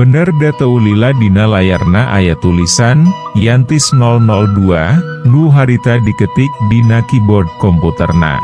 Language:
Sundanese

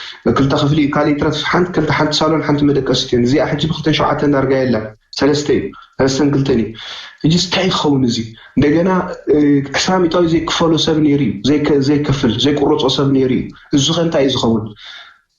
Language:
Tigrinya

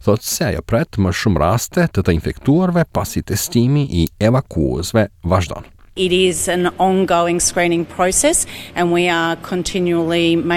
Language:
Albanian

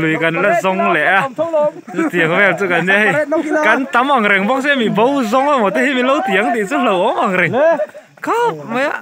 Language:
Mizo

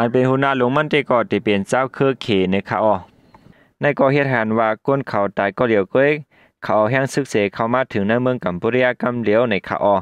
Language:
Shan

